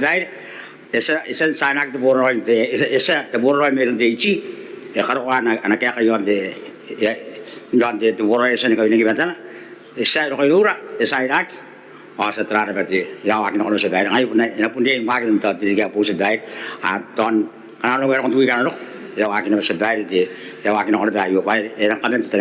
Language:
Gilbertese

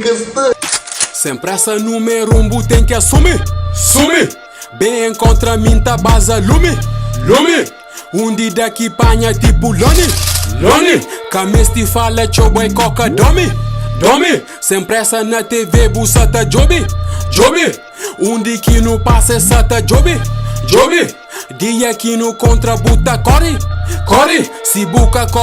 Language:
Kabuverdianu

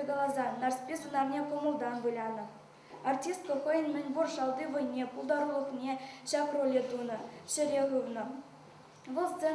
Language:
Chuvash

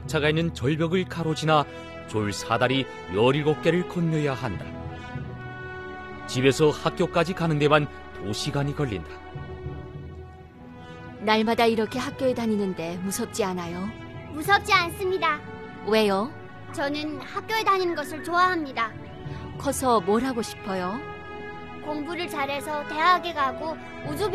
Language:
Korean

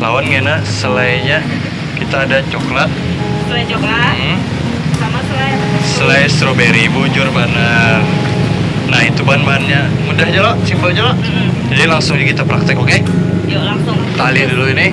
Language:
Banjar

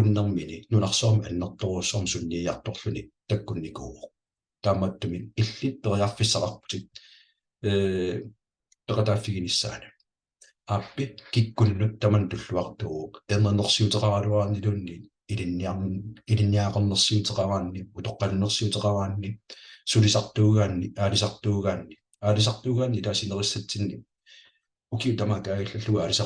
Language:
Kalaallisut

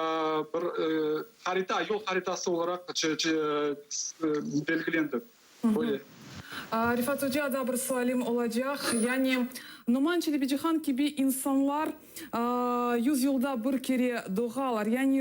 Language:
Crimean Tatar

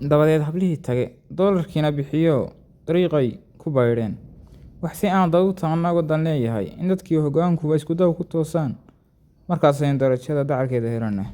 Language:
Somali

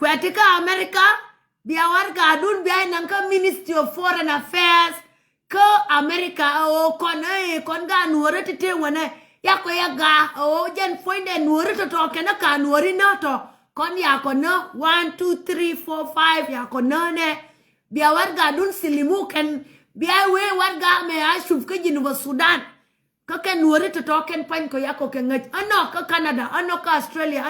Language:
Nuer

